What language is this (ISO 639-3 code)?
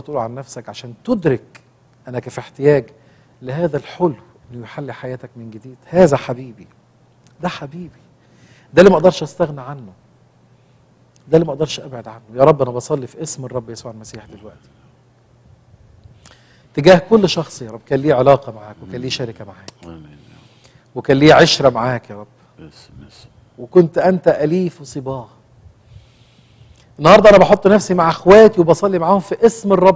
arz